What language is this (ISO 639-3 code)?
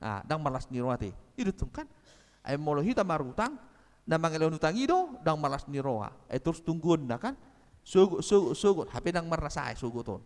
bbc